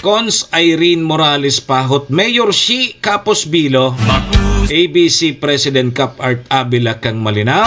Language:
Bikol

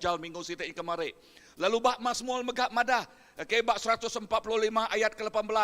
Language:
Iban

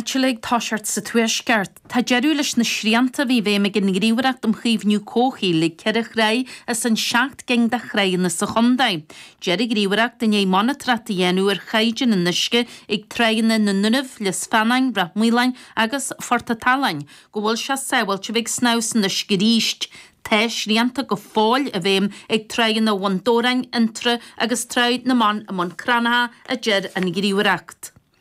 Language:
Irish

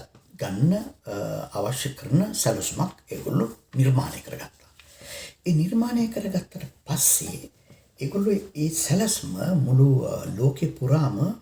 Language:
Sinhala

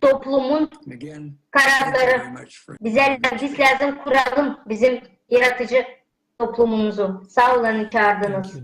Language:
Gagauz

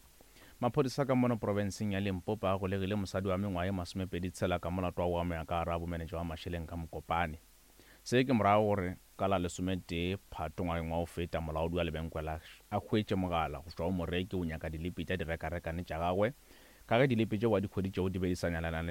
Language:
Northern Sotho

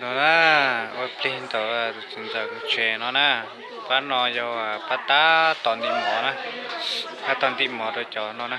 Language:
Hmong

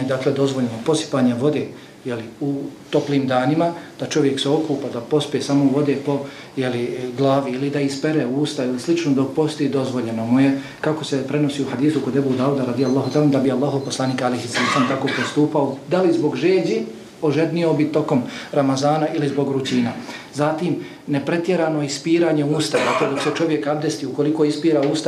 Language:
Bosnian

